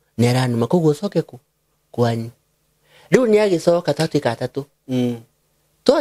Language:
Kikuyu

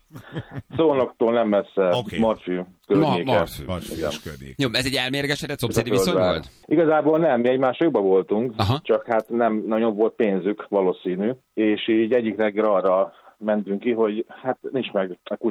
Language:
Hungarian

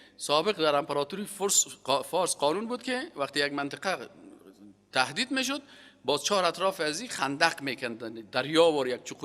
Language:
Persian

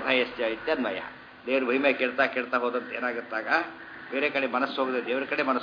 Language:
Kannada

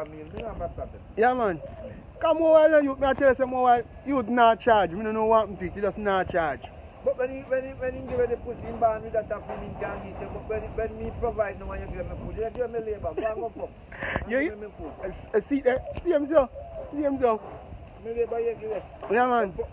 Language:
Jamaican Creole English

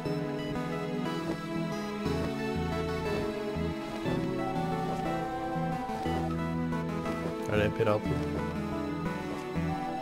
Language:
Norwegian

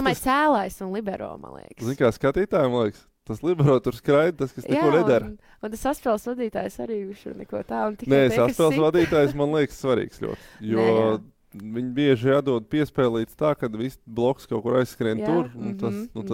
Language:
Latvian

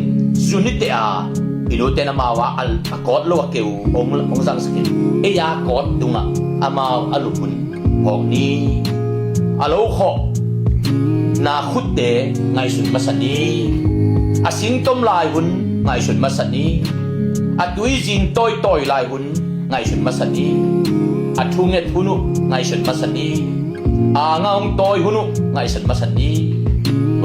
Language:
Tedim Chin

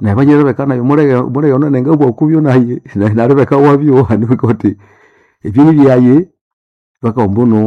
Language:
Nande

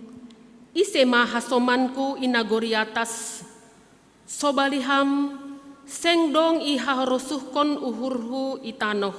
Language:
Batak Simalungun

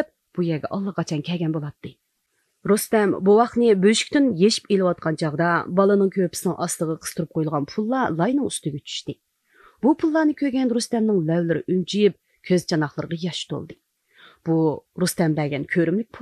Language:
Uyghur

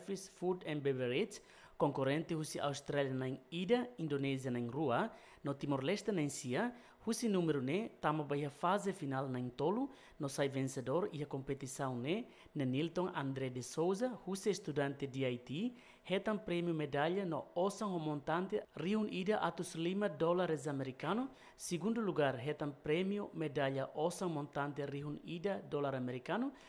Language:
Tetum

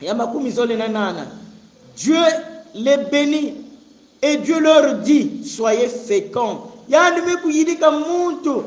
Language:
Kongo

